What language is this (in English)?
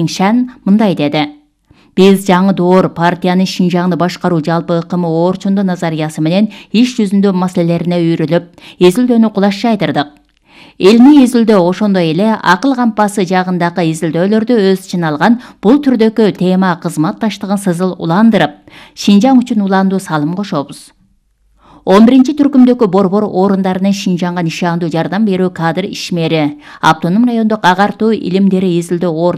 Kyrgyz